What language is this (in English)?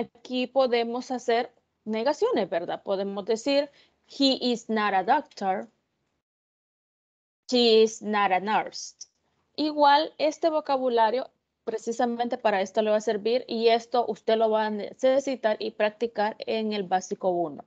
Spanish